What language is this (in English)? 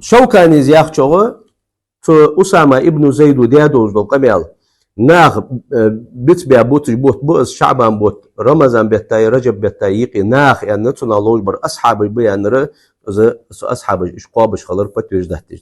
Ingush